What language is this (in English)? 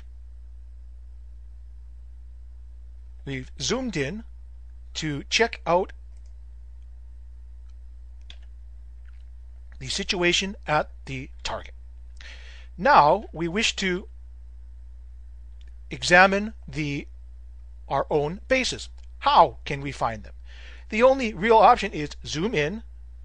English